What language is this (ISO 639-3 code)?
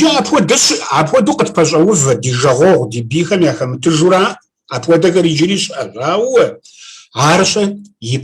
kbd